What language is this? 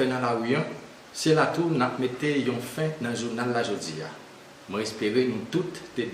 Haitian Creole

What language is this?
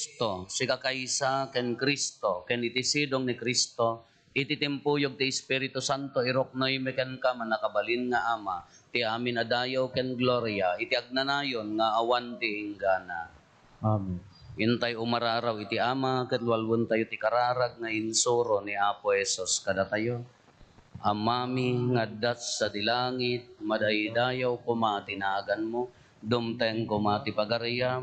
Iloko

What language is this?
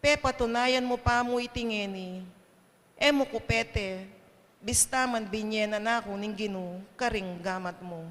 Pampanga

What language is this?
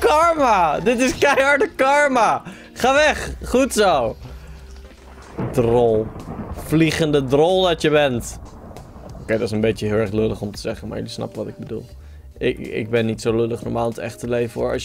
Dutch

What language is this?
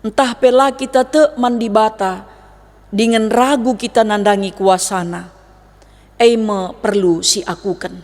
Batak Karo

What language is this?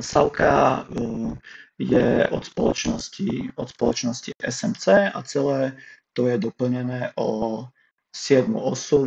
Slovak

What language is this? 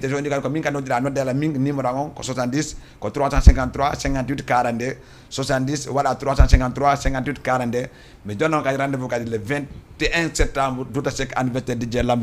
Fula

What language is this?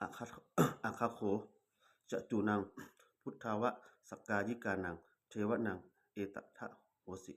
Pali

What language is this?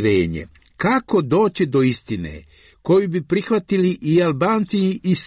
Serbian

